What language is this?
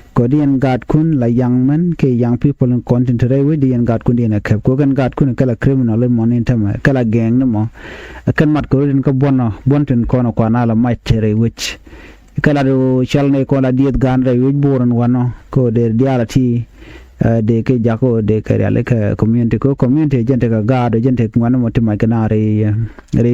Nuer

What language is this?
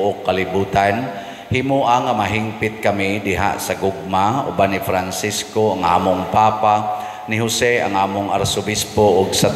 Cebuano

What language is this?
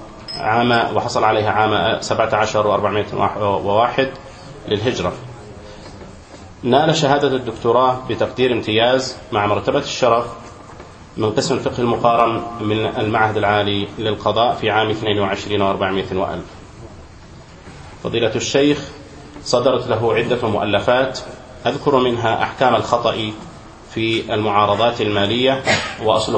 Arabic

